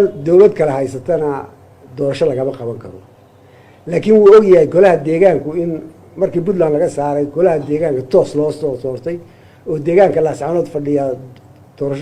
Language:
Somali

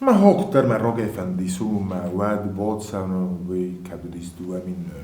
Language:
Ossetic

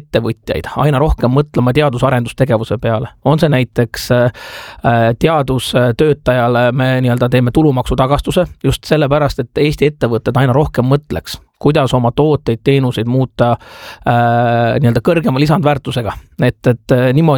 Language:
Estonian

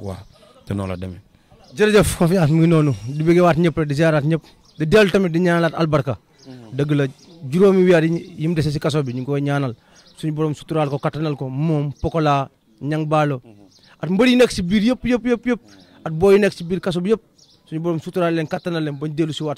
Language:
Wolof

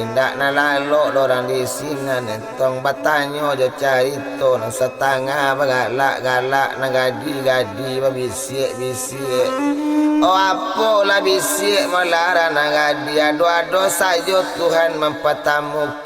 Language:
Minangkabau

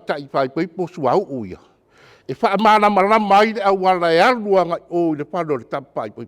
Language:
Samoan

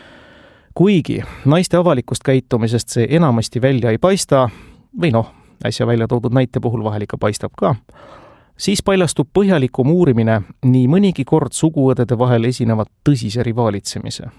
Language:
Estonian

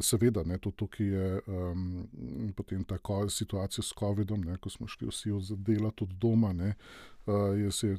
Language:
Slovenian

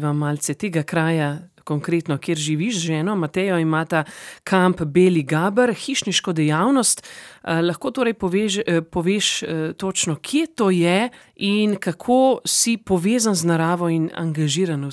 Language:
Slovenian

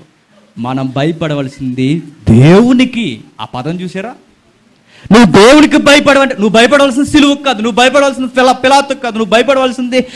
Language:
Telugu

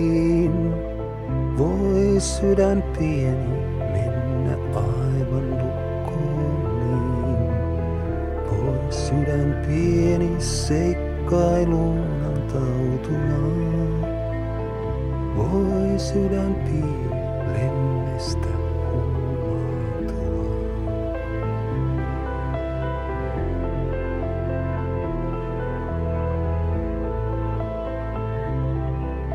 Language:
Finnish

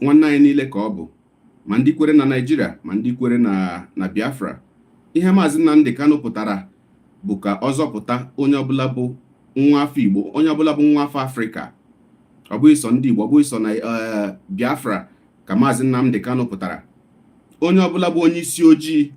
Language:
Igbo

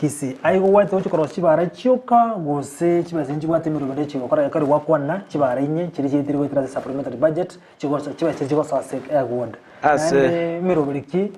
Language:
Gusii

